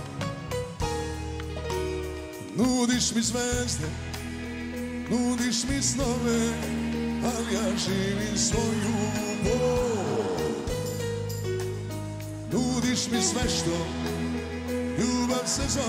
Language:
Serbian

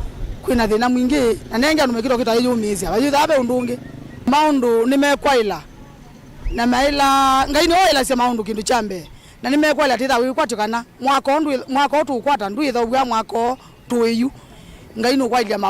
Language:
Kamba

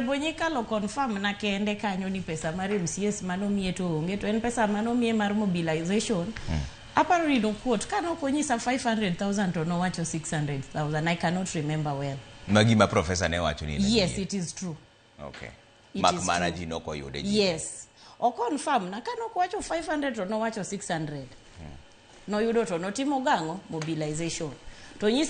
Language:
Luo (Kenya and Tanzania)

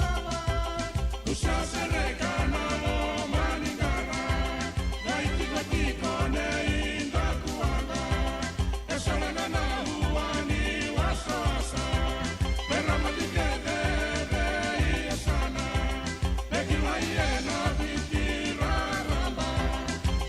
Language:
Fijian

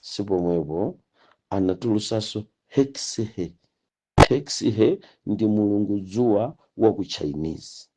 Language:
Nyanja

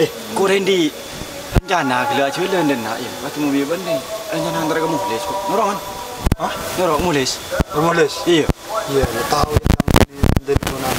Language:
Madurese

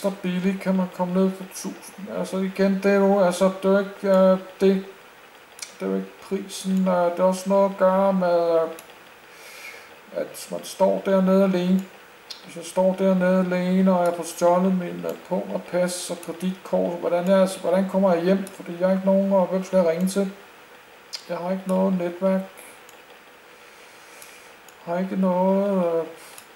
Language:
Danish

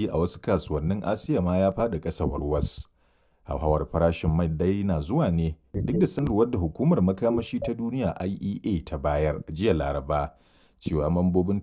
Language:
Hausa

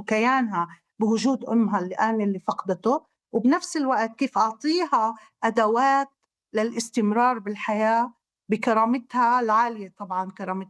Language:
North Levantine Arabic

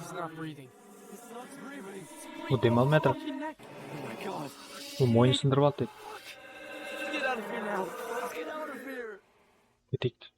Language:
Kara-Kalpak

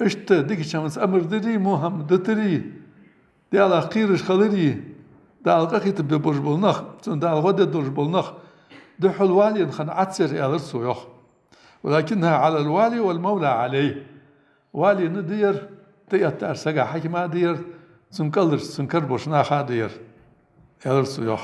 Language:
Ingush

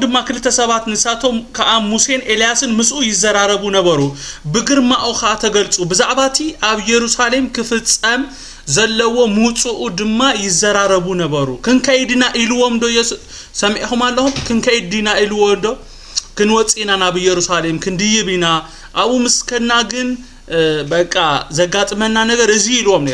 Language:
Tigrinya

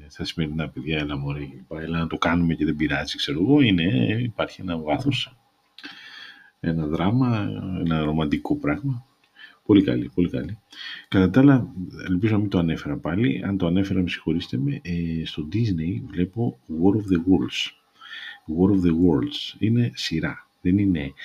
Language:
Greek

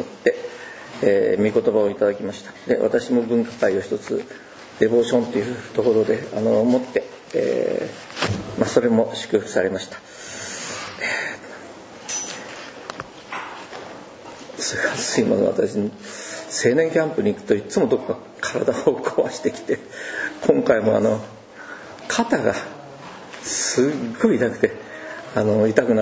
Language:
Japanese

